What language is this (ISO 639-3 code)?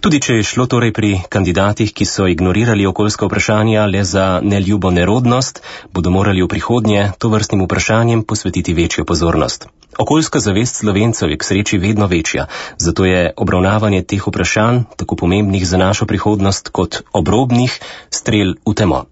slv